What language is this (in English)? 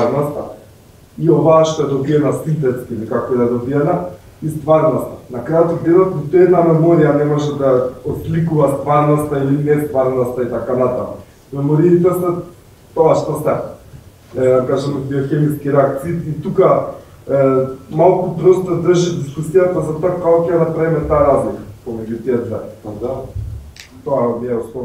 Macedonian